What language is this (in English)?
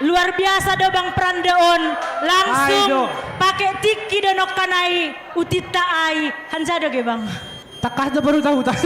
Batak Simalungun